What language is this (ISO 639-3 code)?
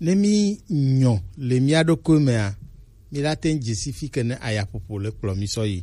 gej